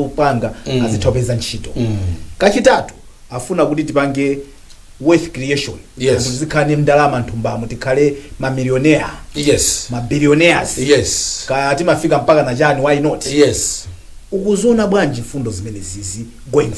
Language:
Nyanja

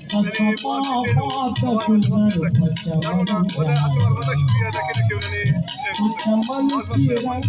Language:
Brahui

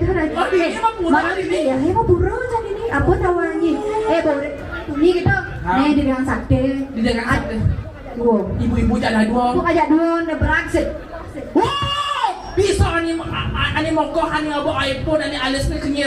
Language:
Balinese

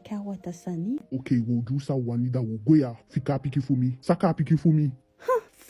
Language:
Eastern Maroon Creole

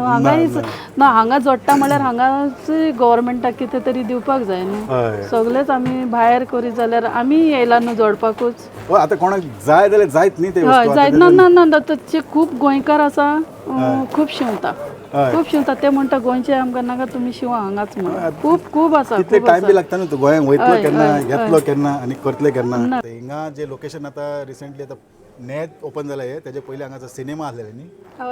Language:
Konkani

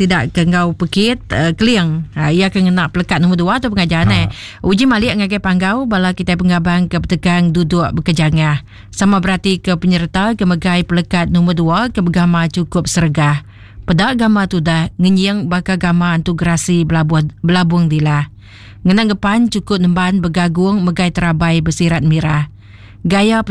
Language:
Iban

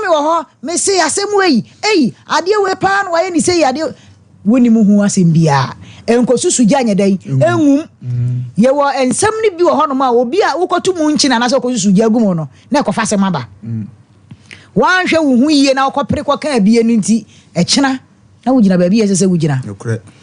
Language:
Akan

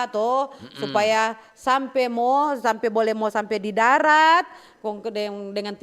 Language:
Manado Malay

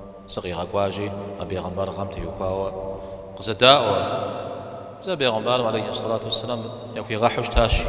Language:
Kabardian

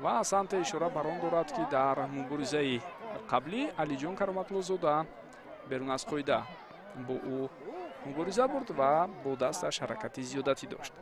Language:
Tajik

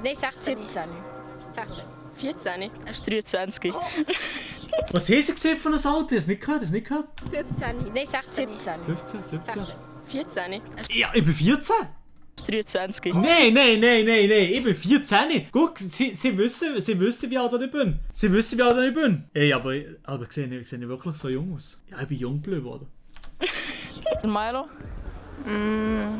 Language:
Swiss German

